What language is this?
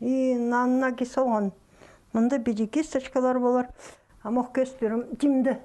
Khakas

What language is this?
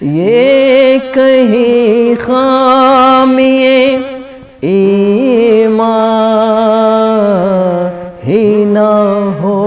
Brahui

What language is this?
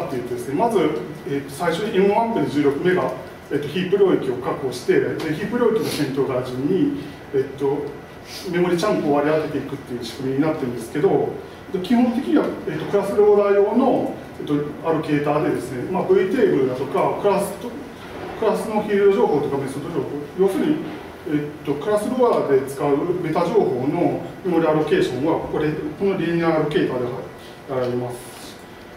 Japanese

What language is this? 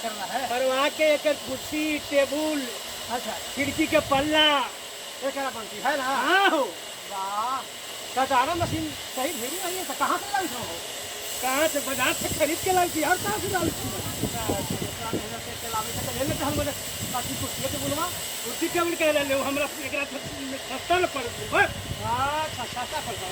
Magahi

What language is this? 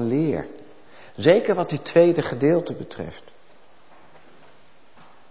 Dutch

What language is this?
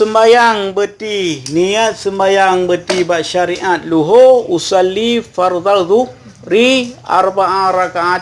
Achinese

